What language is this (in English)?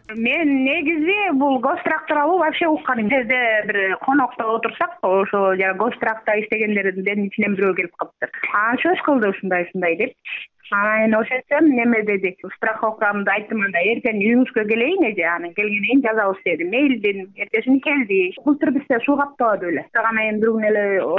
Kyrgyz